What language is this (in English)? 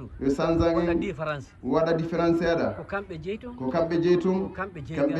Fula